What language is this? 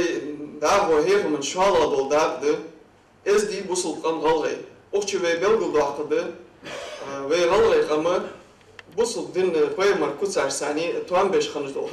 Ingush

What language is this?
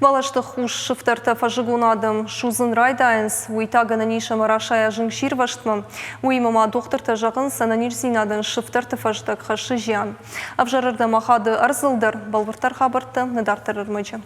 Ossetic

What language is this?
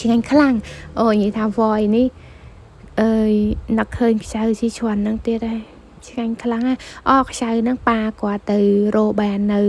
Khmer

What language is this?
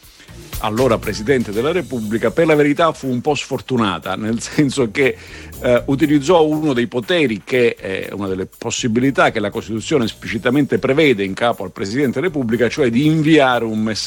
Italian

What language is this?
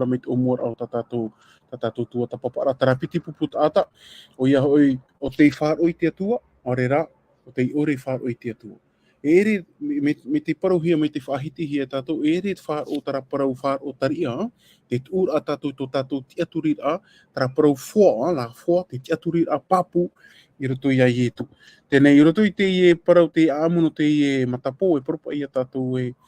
Tahitian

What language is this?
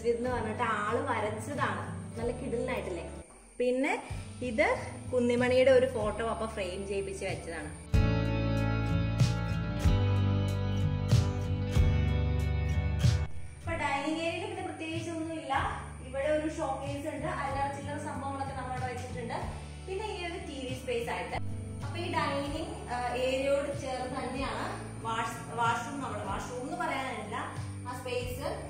Malayalam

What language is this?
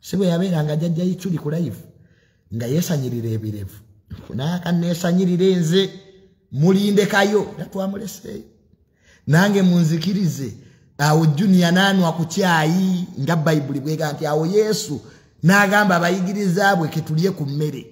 Ganda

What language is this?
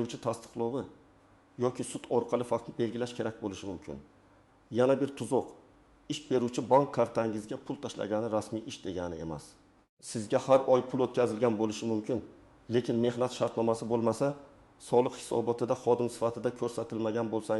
Uzbek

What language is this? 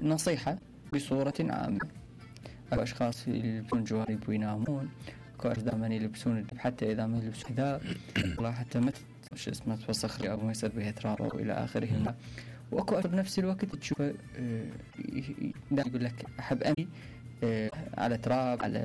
Mesopotamian Arabic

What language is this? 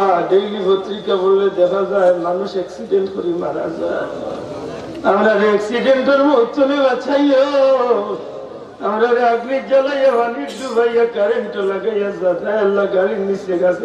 Sylheti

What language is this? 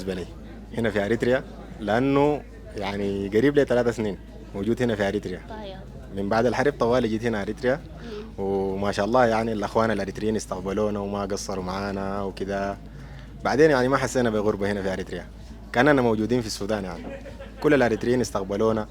Sudanese Arabic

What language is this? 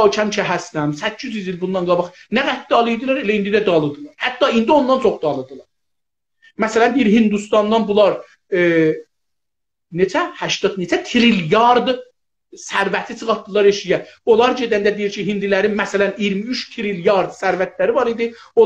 South Azerbaijani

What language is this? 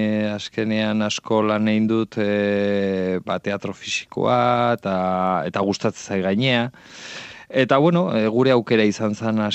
Basque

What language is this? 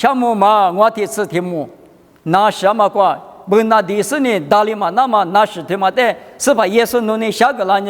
Lisu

